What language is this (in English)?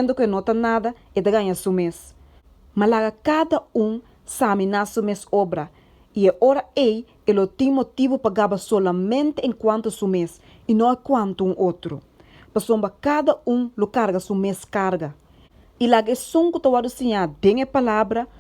Papiamento